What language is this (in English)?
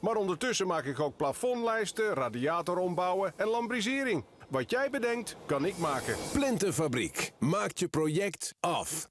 Western Frisian